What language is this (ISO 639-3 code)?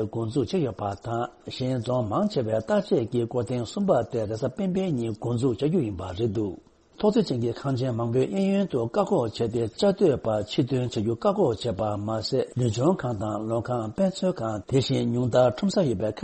bod